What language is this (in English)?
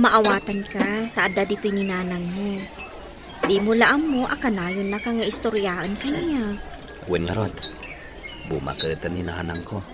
Iloko